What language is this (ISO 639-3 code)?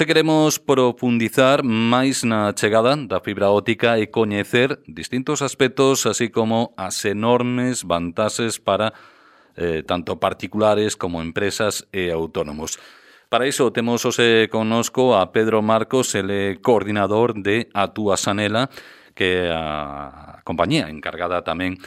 glg